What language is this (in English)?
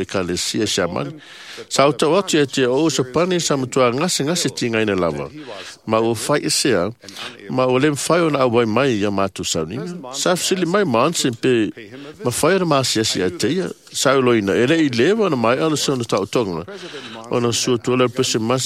Samoan